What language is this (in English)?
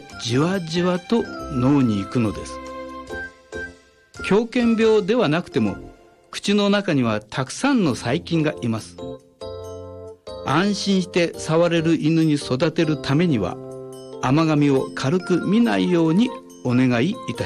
Japanese